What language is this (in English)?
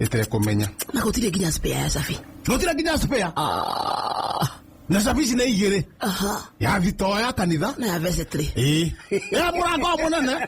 Kikuyu